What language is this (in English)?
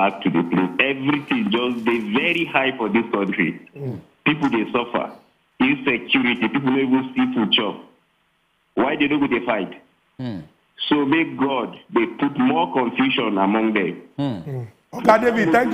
Nigerian Pidgin